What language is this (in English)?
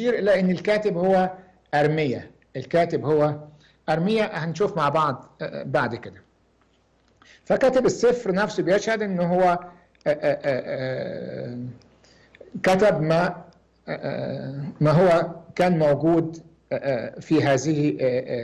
Egyptian Arabic